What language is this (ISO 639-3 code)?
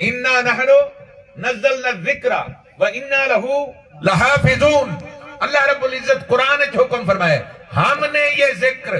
skr